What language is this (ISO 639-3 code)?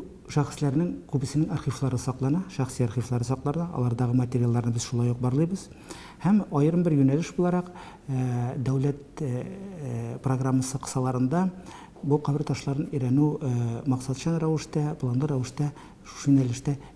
tat